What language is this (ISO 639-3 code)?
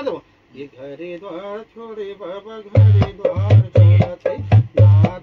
hne